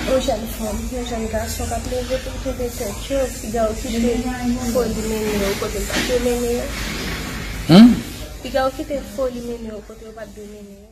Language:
Haitian Creole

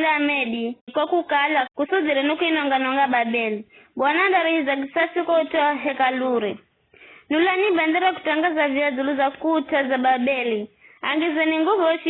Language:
Giryama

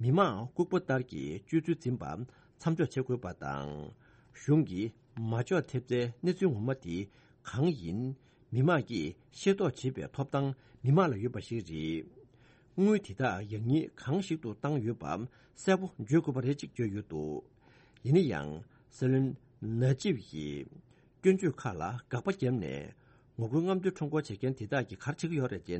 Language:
Tibetan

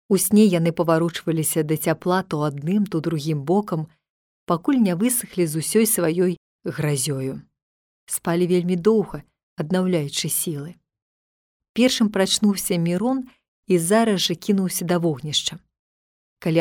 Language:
Belarusian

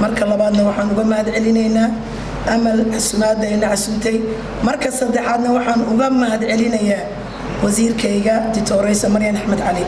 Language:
Somali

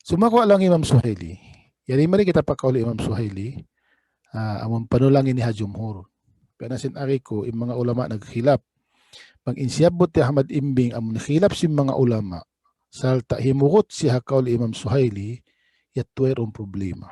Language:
Tausug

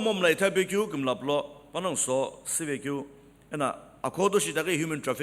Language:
Sumi Naga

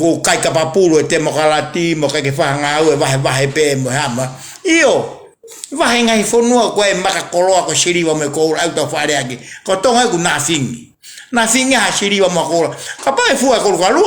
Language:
Tongan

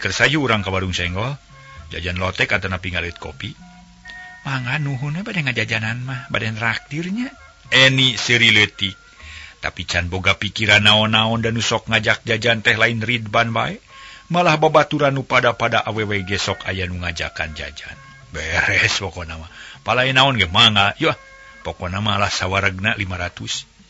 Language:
Sundanese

